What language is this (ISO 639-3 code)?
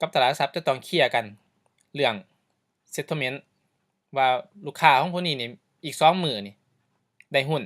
lao